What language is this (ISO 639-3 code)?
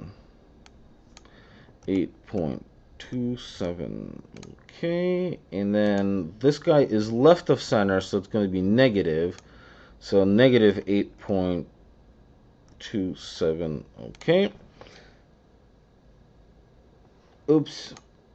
eng